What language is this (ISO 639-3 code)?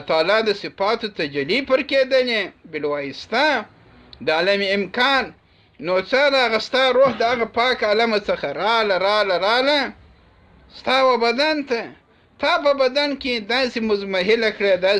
pus